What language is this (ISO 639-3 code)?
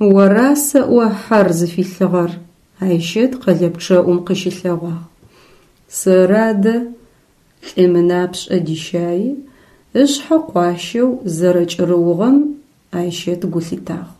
ady